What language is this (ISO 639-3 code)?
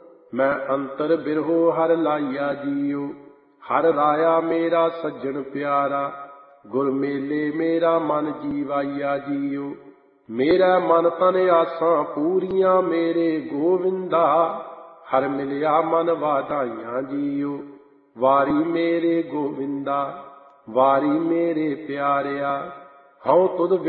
pan